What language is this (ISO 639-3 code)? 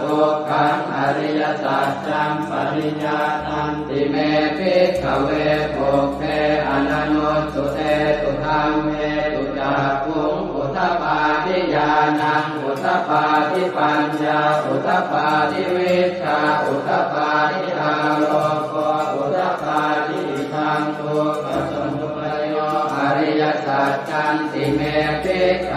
pli